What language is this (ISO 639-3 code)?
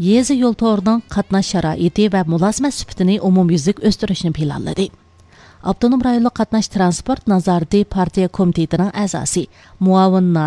uig